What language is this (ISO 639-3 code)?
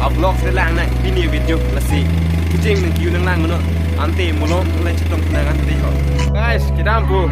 mjw